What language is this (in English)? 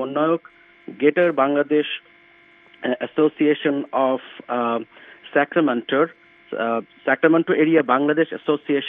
Bangla